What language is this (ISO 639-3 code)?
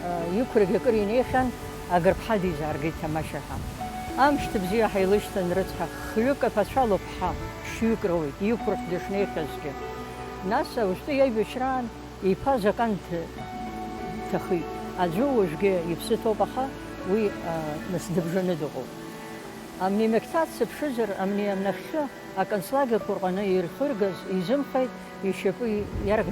abk